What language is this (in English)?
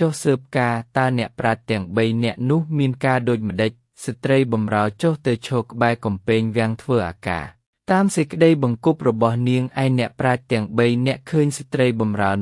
Khmer